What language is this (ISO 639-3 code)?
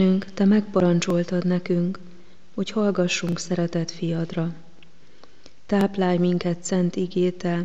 hun